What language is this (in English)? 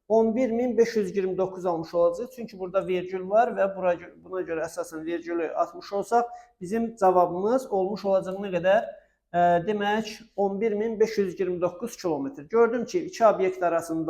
Azerbaijani